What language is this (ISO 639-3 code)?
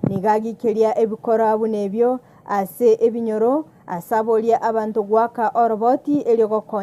guz